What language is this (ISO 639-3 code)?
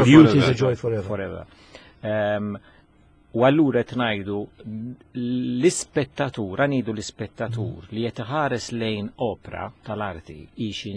mlt